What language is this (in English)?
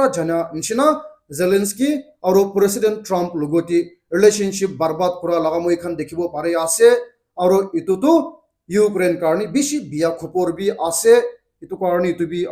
Naga Pidgin